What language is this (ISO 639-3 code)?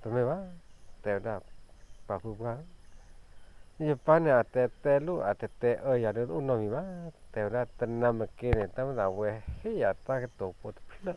ksw